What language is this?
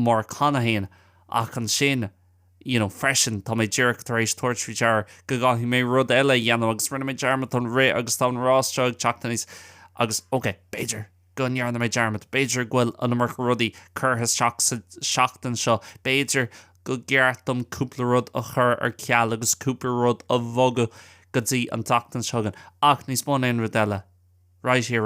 Irish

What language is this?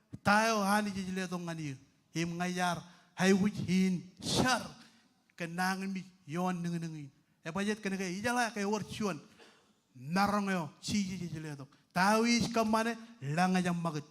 Marshallese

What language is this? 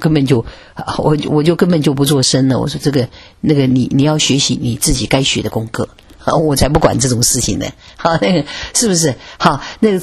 Chinese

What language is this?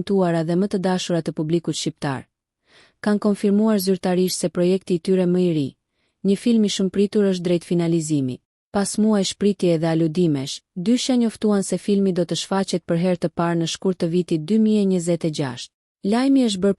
Albanian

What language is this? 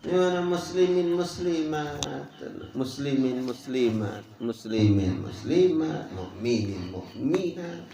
Sasak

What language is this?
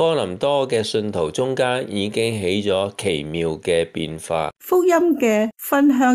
Cantonese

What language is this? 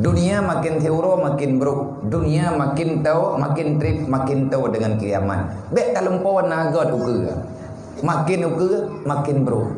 Achinese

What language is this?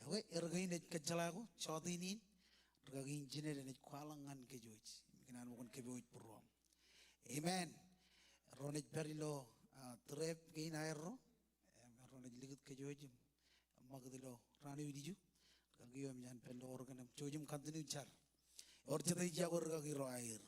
Marshallese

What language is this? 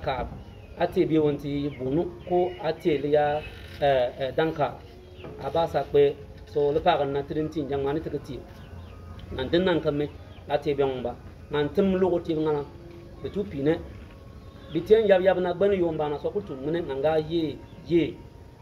Bimoba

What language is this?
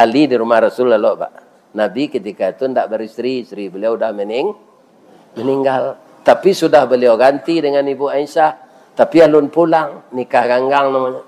Minangkabau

